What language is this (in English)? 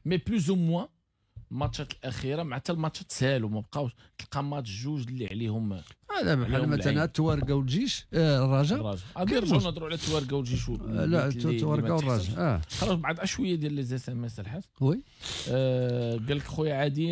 Moroccan Arabic